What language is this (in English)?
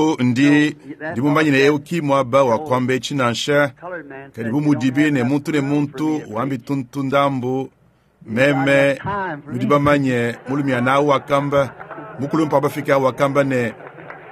Luba-Lulua